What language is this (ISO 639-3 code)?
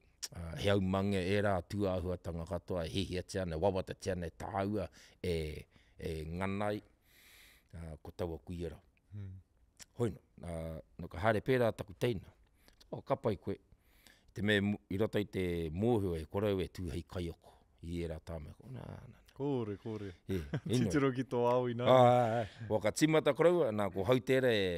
mri